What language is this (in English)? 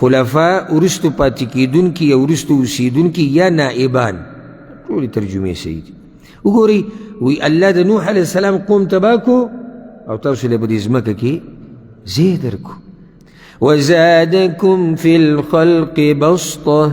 Pashto